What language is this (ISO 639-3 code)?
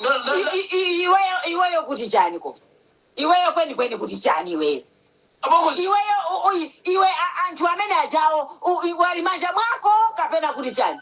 nya